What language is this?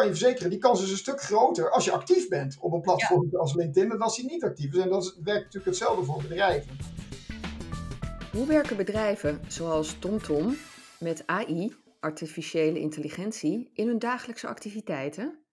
Dutch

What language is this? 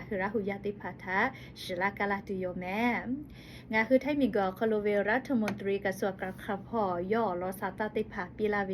Lahu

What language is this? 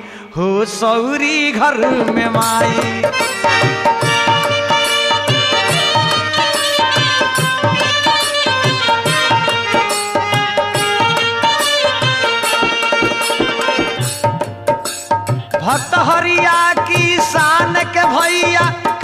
Bhojpuri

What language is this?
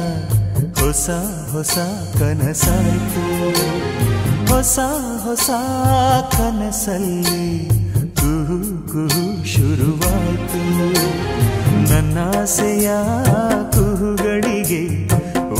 Kannada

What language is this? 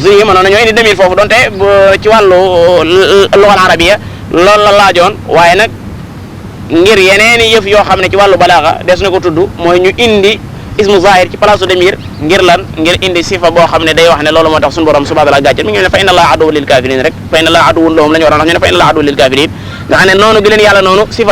Wolof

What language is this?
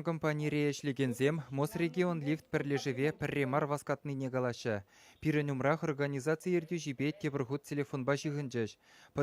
Chuvash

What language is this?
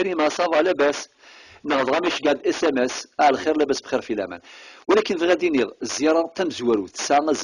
Kabyle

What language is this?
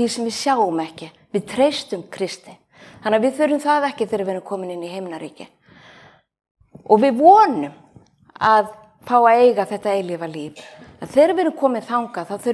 Icelandic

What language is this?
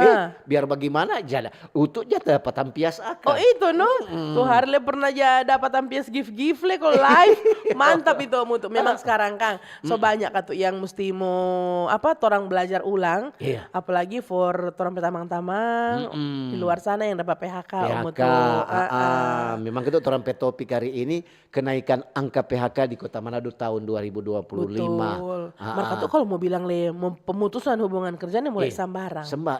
Manado Malay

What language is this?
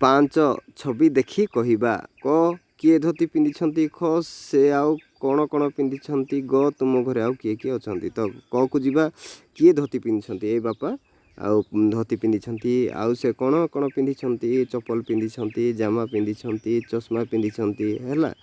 Odia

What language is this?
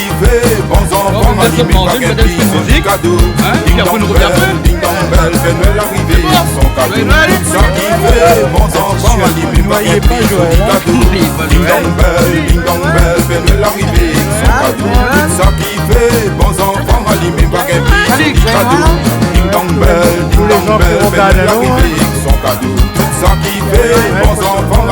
Réunion Creole French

